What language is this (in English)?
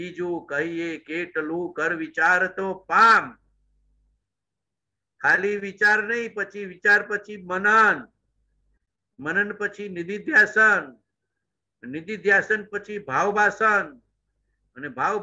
Gujarati